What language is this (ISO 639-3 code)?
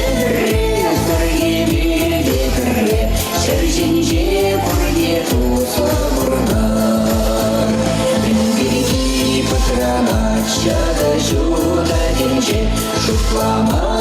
chv